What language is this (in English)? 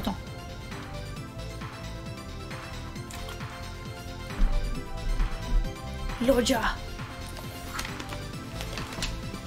French